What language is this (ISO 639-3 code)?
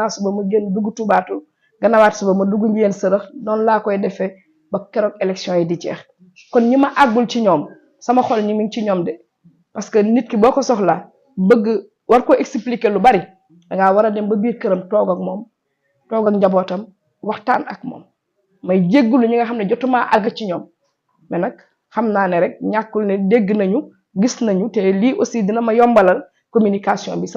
wol